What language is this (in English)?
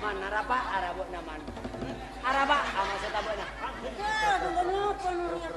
Madurese